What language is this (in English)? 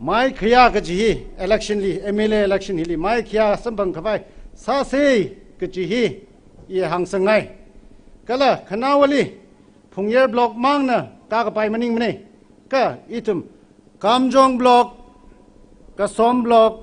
Tangkhul Naga (India)